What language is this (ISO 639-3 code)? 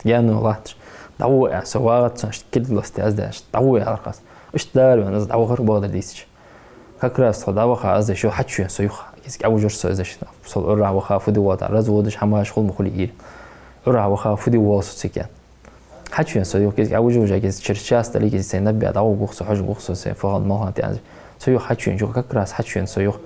inh